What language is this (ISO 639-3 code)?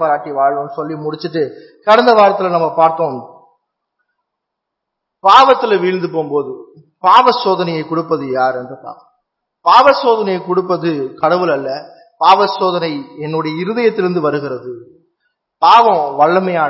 tam